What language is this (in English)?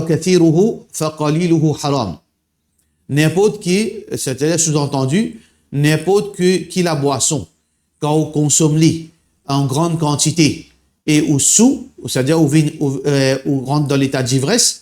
Morisyen